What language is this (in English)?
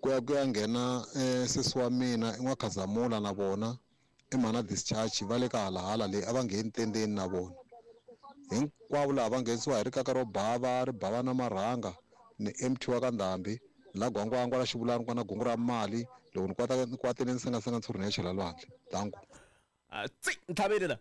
Tsonga